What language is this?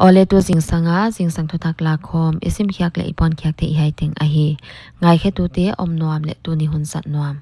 Paite Chin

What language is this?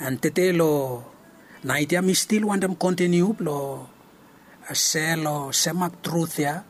Bislama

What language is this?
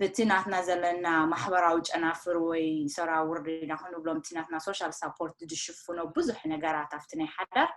Tigrinya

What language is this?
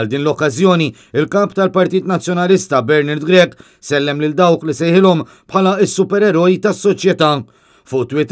Maltese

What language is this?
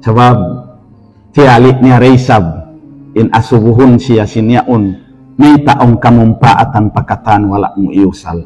Tausug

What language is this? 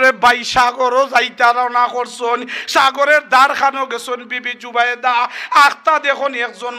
Sylheti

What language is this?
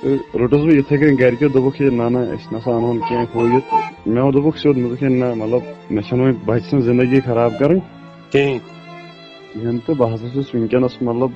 Kashmiri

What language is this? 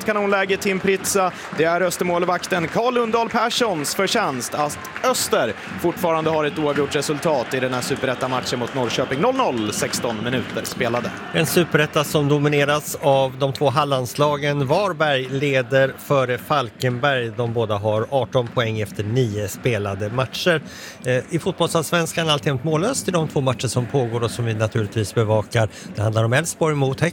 Swedish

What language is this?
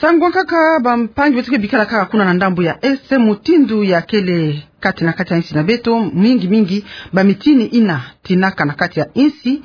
Kituba (Democratic Republic of Congo)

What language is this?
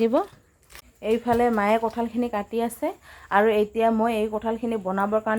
Assamese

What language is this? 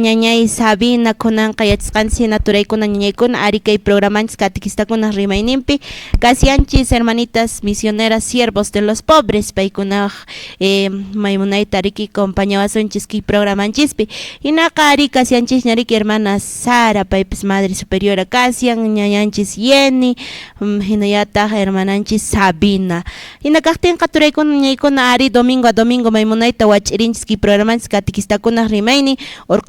Quechua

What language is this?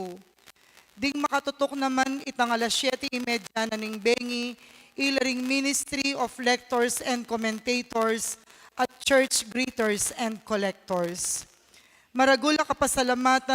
Pampanga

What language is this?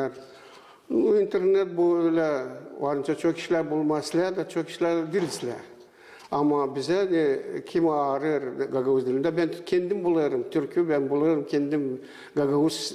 Gagauz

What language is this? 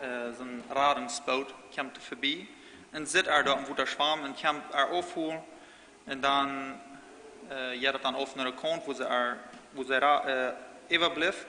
Plautdietsch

